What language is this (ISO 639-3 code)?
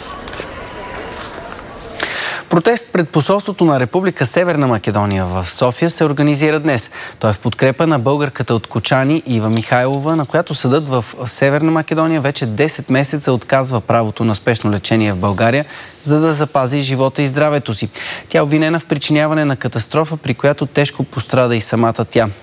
bul